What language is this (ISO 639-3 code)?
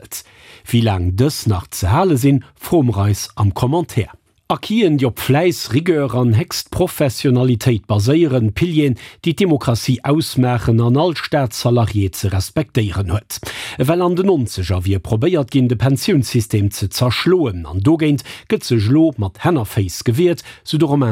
ltz